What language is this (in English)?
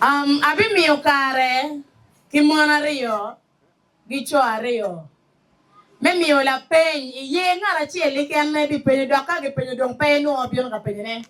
Acoli